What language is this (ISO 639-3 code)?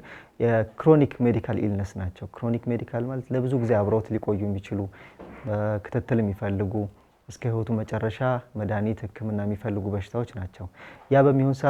amh